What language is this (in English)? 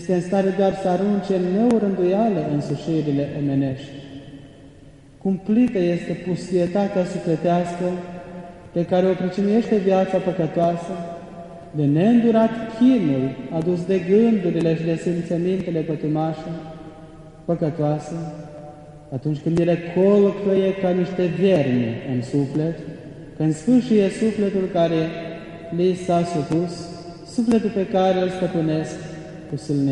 Romanian